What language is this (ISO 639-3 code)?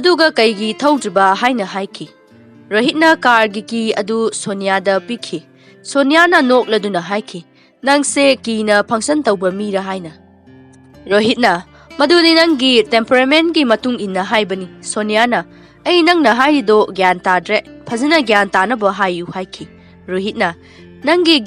mni